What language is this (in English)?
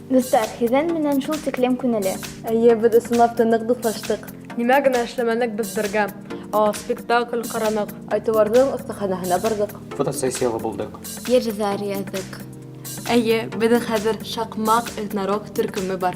Bashkir